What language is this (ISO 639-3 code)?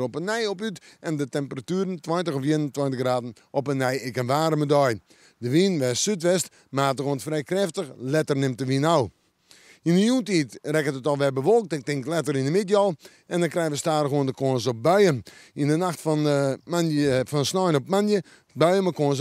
fry